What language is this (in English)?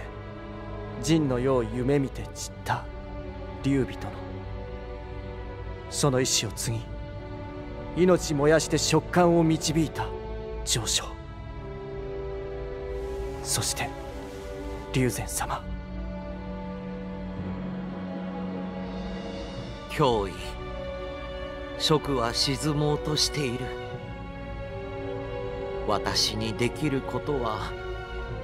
Japanese